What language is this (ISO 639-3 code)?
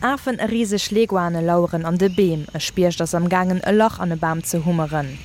ltz